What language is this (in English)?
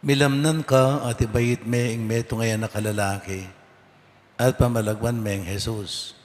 Pampanga